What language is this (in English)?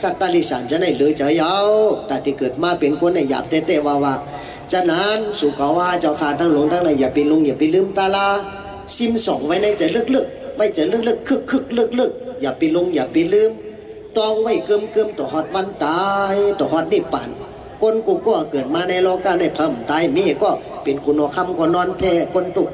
Shan